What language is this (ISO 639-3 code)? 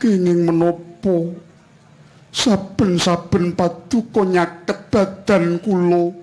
jav